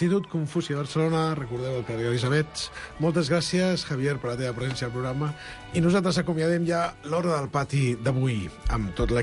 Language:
Catalan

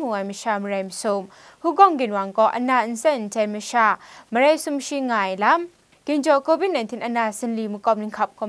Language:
Kachin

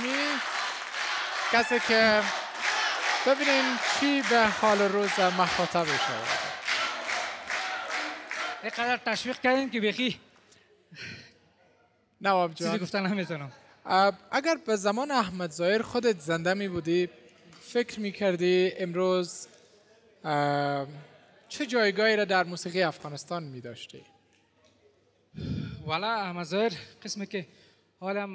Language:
Persian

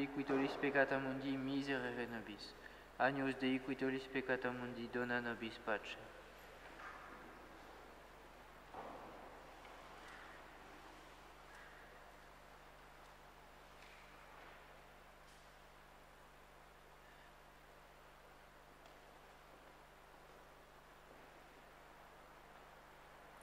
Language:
Latin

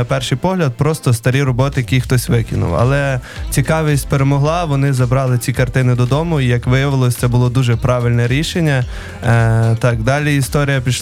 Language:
Ukrainian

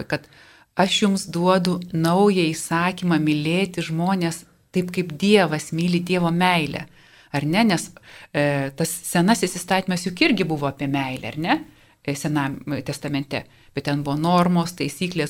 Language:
Lithuanian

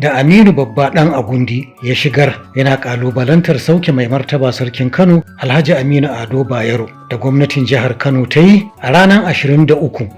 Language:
Hausa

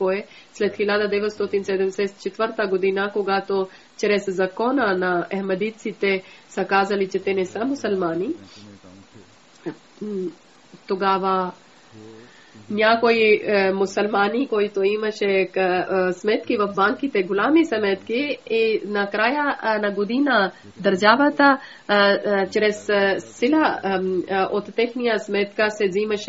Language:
Bulgarian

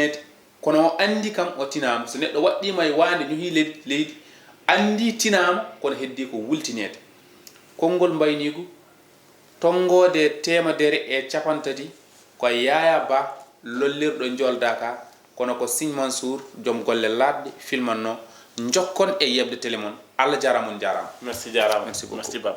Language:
Fula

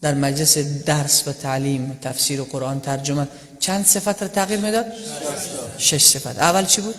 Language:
Persian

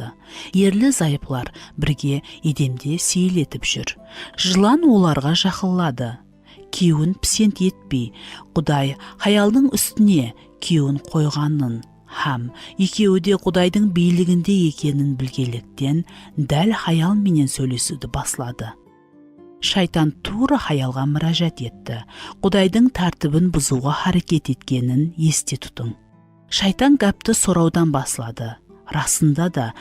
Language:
Kara-Kalpak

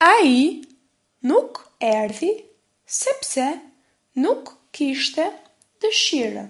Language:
Albanian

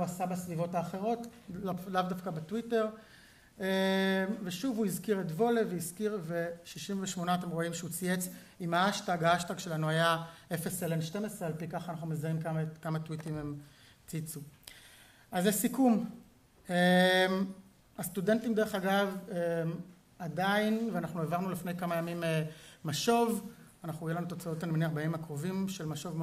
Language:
Hebrew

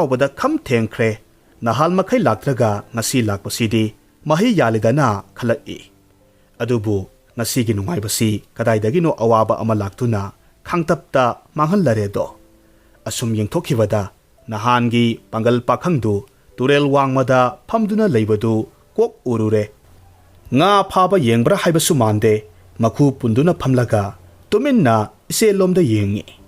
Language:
Manipuri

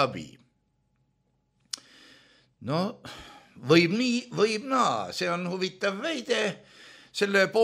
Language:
Estonian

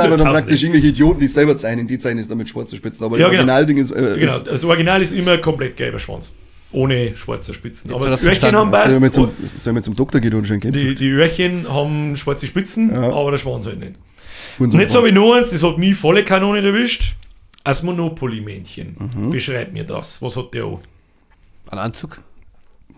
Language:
Bavarian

